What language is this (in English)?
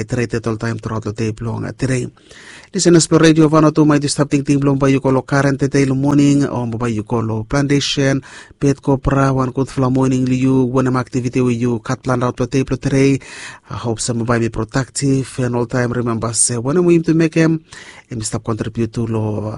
Bislama